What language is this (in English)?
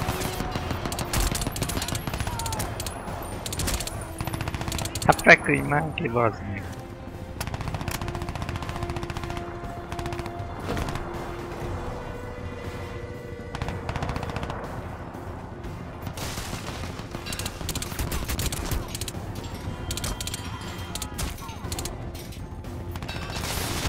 Hungarian